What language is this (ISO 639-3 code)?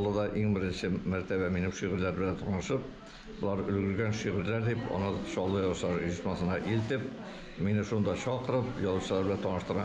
tat